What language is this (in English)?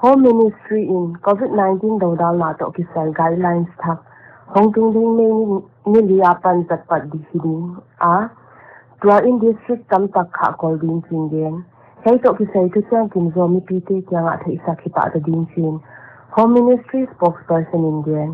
Paite Chin